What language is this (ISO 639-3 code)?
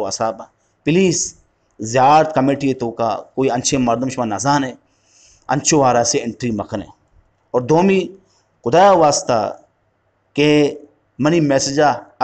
bgp